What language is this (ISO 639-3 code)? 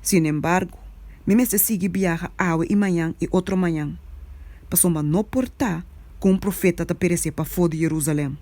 pap